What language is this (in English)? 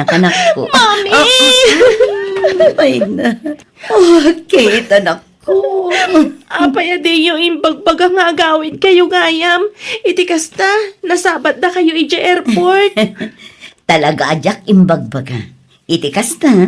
Iloko